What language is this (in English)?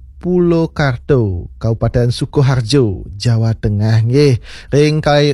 Balinese